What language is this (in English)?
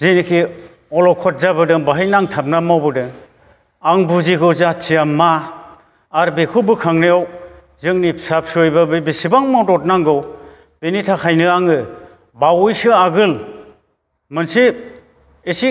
Bodo